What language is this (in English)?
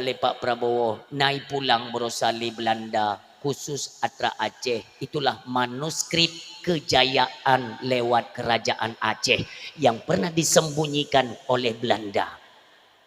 Achinese